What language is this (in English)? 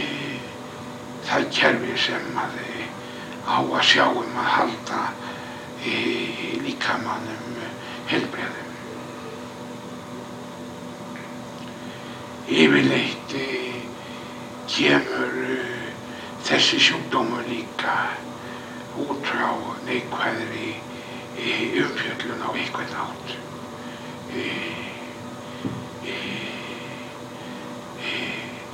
Icelandic